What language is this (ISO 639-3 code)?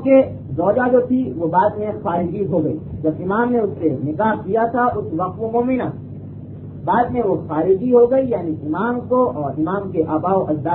urd